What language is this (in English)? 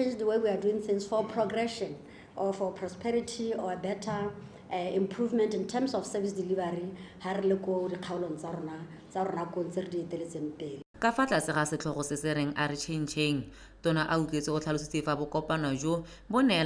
Tswana